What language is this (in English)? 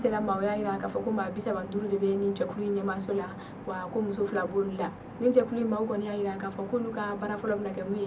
Bambara